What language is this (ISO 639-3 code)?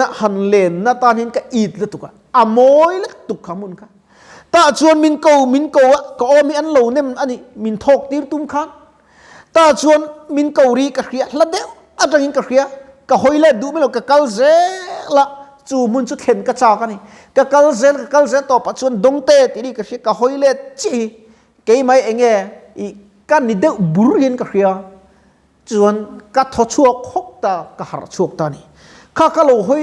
lus